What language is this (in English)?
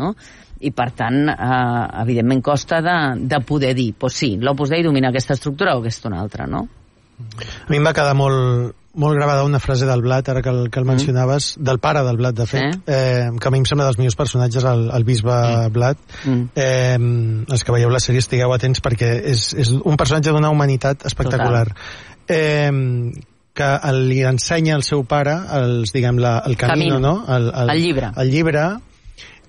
Catalan